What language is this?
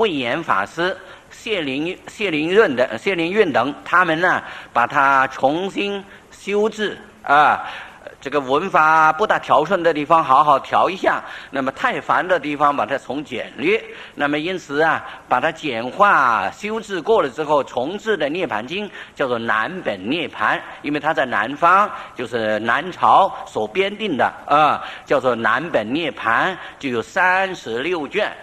Chinese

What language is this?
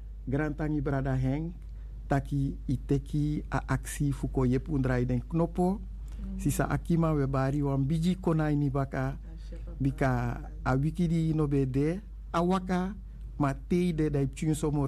Sranan Tongo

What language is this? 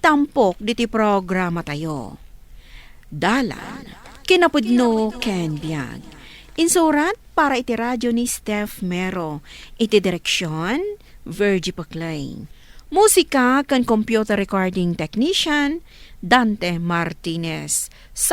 Iloko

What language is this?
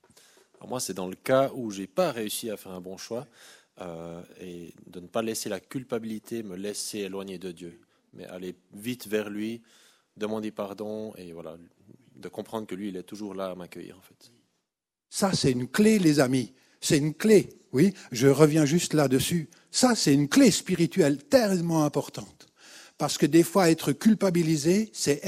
French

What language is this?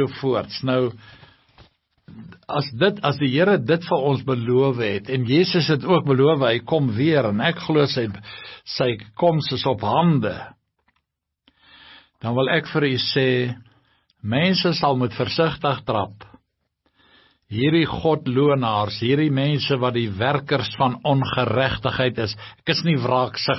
Afrikaans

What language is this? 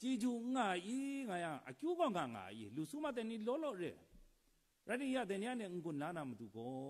Kachin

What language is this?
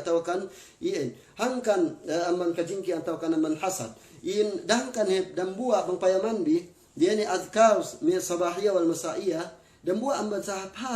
Yakan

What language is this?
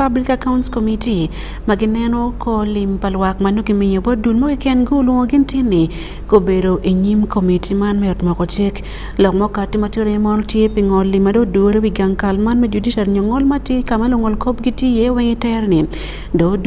Acoli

